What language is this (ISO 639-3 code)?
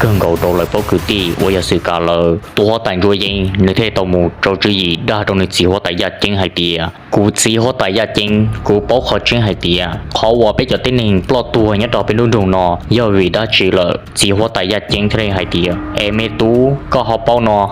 hmn